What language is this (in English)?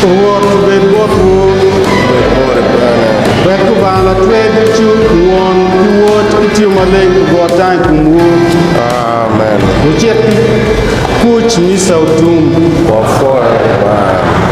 Acoli